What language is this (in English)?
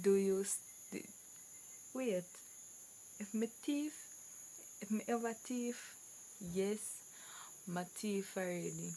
Jamaican Creole English